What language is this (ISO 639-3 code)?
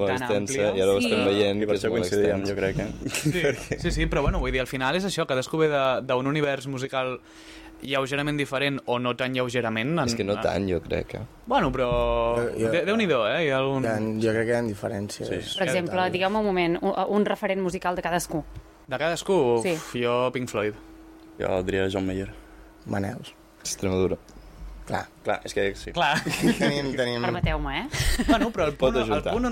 cat